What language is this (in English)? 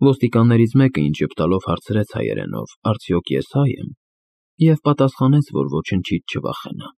Armenian